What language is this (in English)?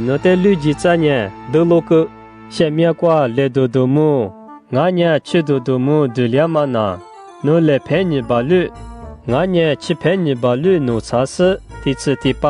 Lisu